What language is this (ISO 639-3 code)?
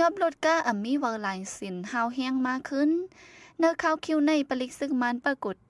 shn